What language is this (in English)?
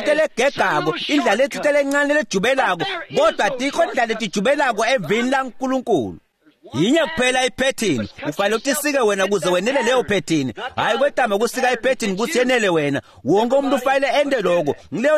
Swati